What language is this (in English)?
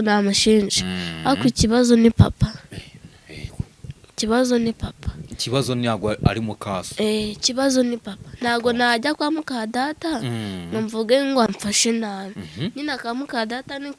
Kinyarwanda